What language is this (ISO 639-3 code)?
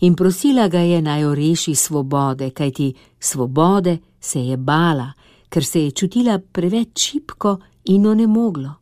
slv